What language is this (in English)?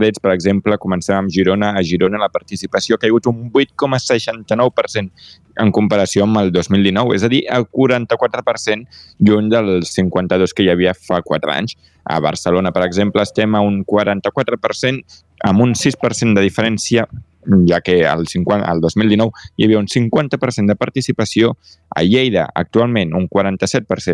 Catalan